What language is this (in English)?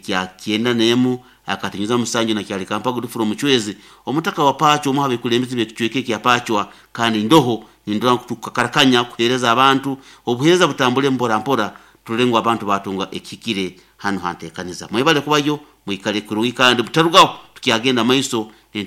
Nyankole